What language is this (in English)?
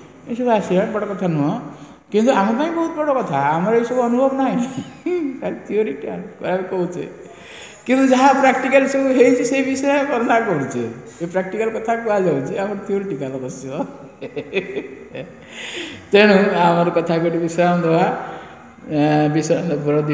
Odia